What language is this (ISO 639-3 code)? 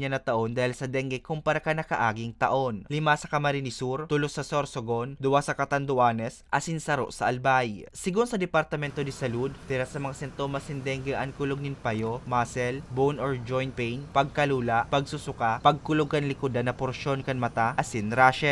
bik